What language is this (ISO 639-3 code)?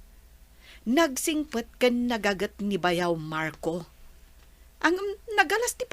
ilo